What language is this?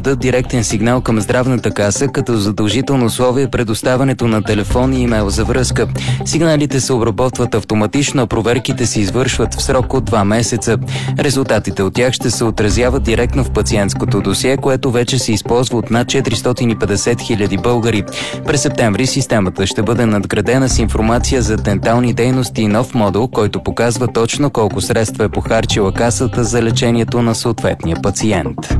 Bulgarian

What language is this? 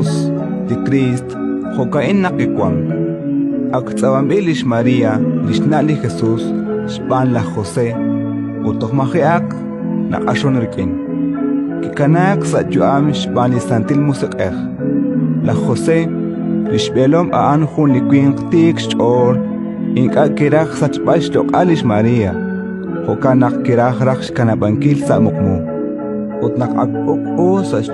Kekchí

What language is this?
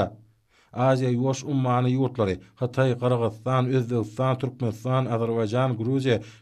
Turkmen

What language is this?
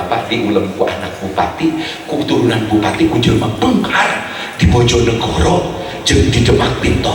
Sundanese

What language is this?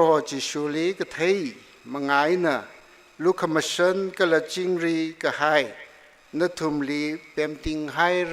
Tangkhul Naga (India)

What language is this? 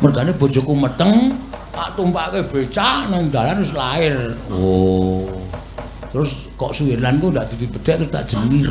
Javanese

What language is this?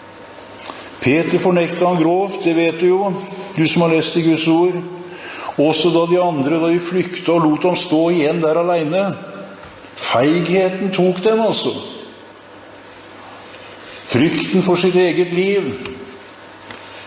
Norwegian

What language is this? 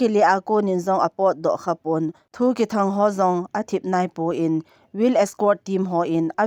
Thado Chin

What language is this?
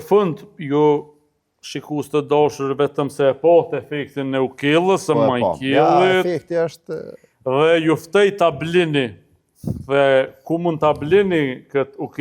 Albanian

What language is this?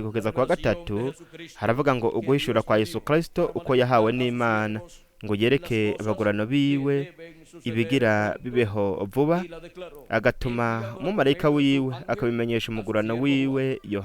Rundi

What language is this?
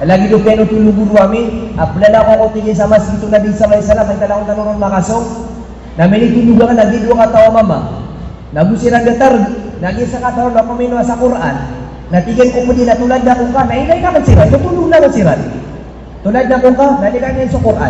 Maranao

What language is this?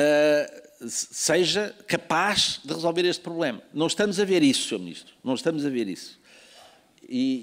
Portuguese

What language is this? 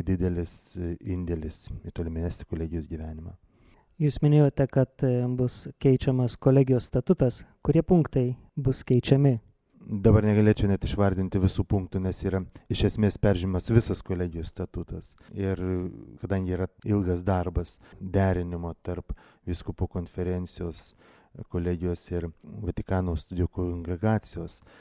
Lithuanian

